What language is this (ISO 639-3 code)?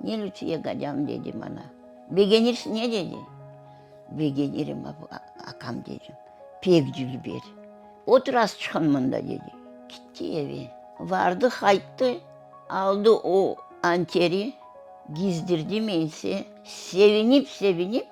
crh